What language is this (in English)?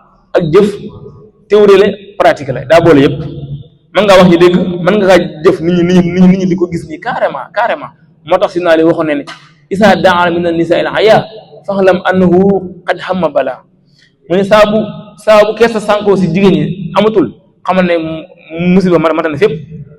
Wolof